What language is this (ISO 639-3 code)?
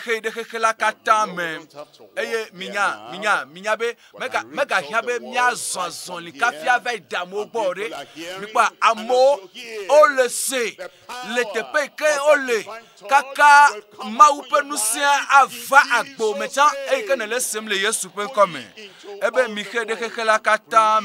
ewe